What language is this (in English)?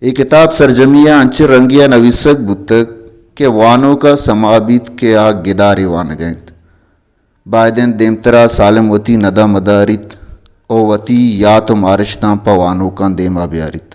Baluchi